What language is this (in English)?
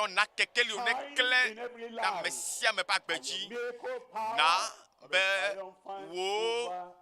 Ewe